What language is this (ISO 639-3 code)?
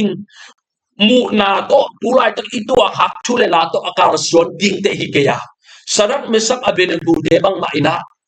ctd